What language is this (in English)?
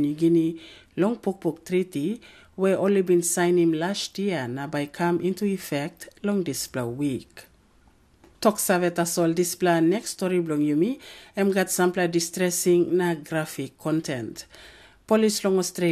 Tok Pisin